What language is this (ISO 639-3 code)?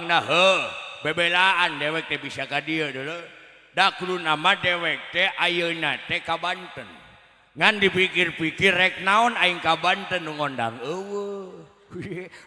sun